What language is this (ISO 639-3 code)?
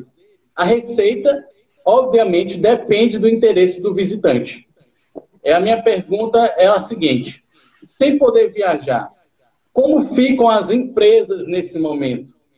por